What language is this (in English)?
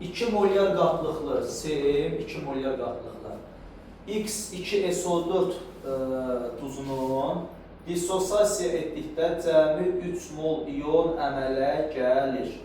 Azerbaijani